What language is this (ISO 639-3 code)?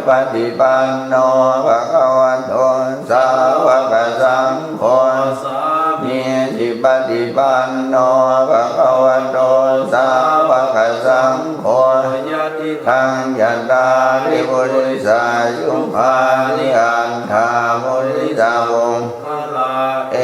pli